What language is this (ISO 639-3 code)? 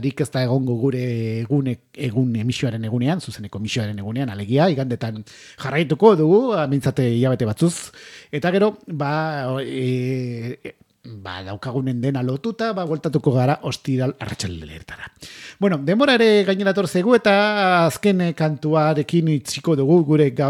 eus